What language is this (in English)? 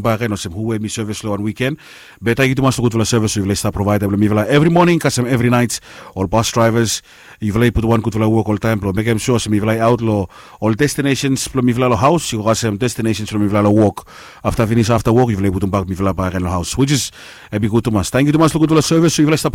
Bislama